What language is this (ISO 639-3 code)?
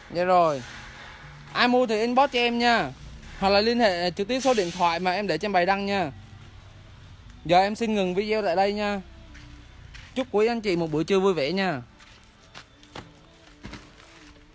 vie